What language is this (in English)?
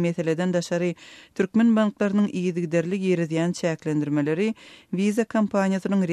Turkmen